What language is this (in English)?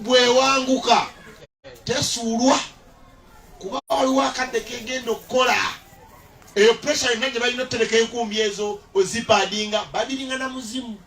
Ganda